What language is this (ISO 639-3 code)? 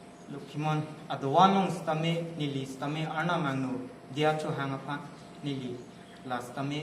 mjw